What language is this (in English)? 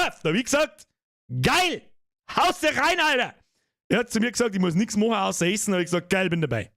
Bavarian